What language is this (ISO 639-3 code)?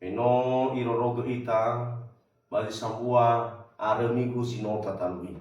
nia